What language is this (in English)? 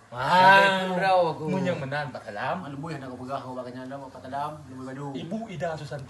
Achinese